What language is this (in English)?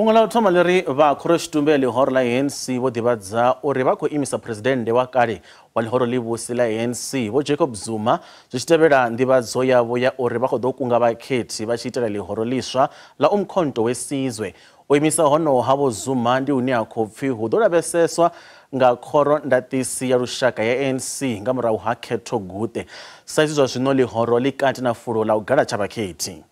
Venda